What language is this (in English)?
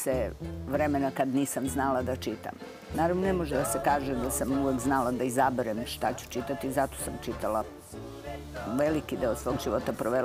Serbian